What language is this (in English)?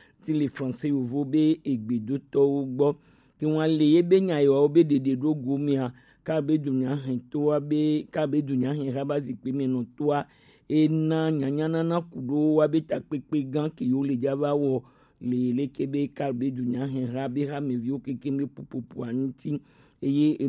Gen